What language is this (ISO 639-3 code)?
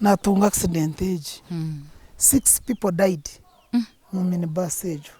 nyn